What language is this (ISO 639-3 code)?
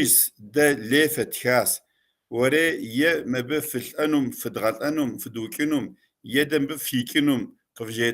kbd